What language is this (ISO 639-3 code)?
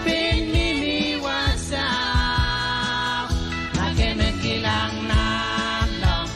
pon